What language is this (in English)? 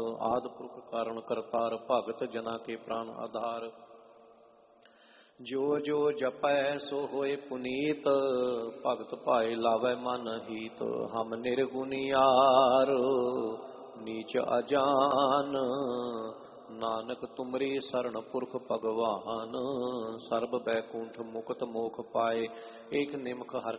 Punjabi